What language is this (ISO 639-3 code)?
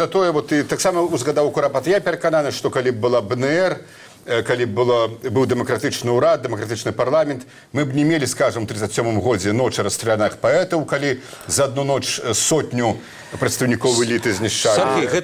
bel